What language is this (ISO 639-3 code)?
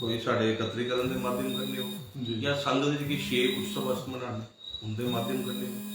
doi